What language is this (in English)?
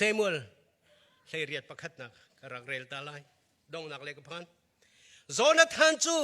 Hakha Chin